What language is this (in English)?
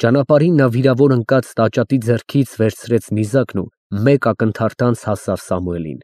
Armenian